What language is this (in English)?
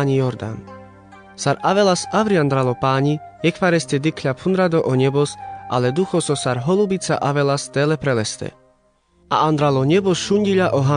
Carpathian Romani